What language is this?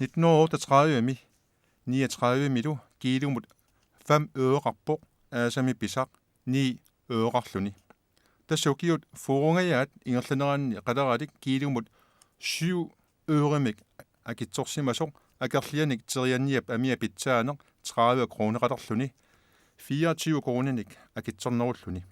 Kalaallisut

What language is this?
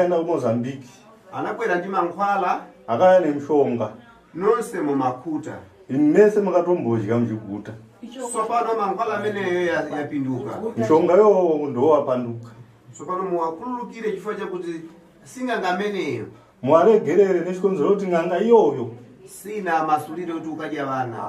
Shona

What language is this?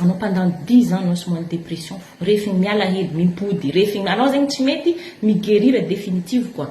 Malagasy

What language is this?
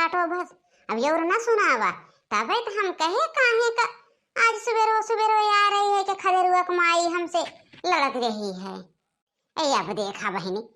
Awadhi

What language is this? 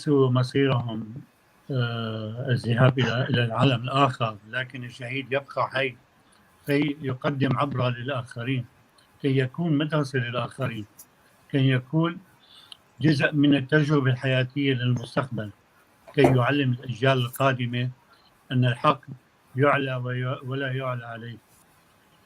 North Levantine Arabic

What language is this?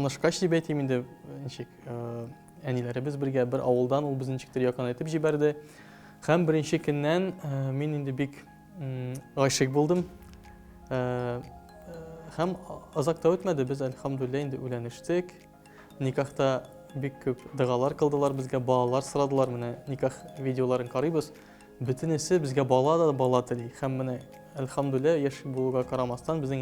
Tatar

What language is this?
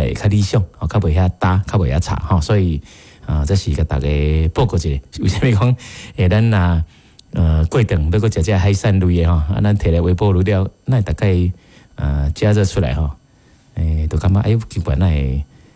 Min Nan Chinese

